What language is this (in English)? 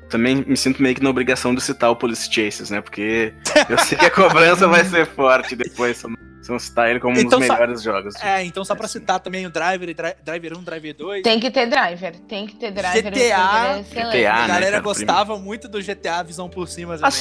Portuguese